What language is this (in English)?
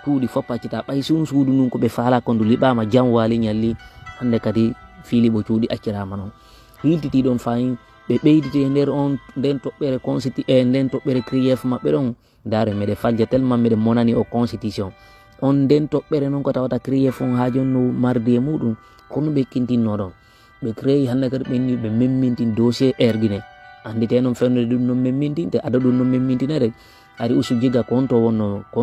Fula